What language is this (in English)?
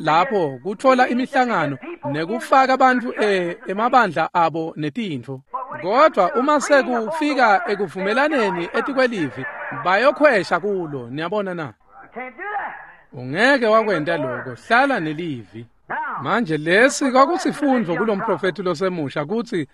Swati